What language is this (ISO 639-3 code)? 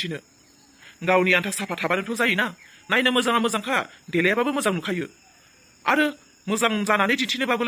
brx